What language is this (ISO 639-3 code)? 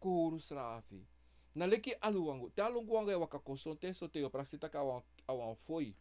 srn